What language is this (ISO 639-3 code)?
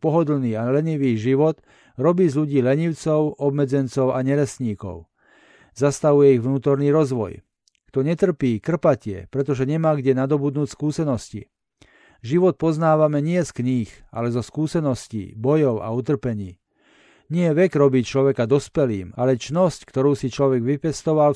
slk